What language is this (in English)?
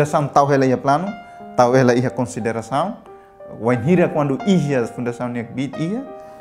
Tetum